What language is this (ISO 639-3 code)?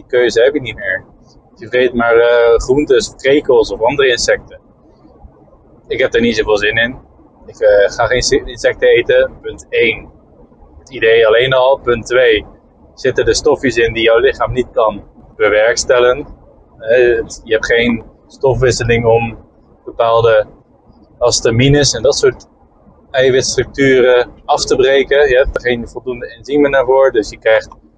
nld